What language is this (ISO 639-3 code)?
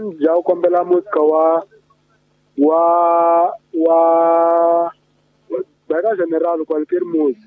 tso